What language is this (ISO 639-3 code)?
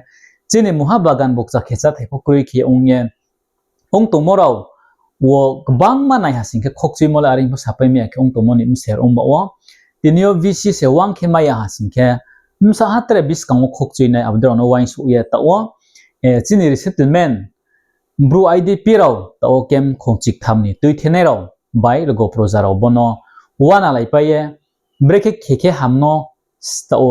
ria